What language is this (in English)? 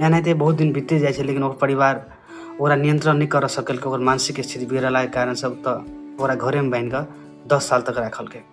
Maithili